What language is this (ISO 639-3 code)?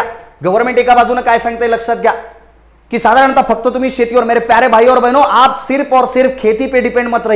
mar